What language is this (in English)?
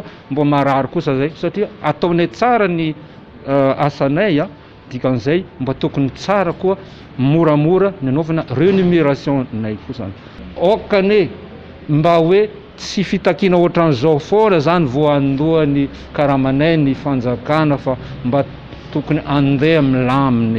Malagasy